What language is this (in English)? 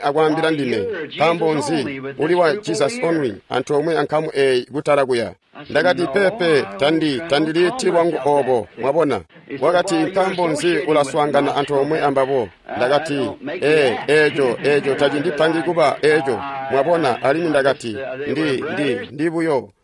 Tonga (Zambia)